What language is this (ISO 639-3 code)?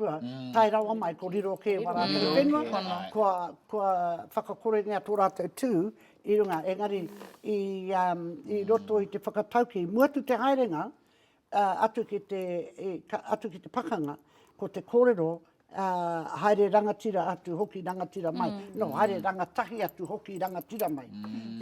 mri